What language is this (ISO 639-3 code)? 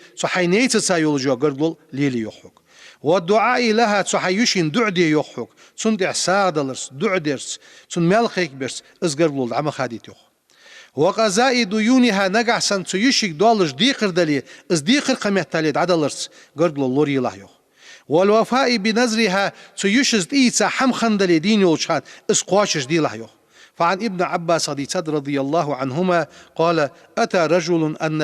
inh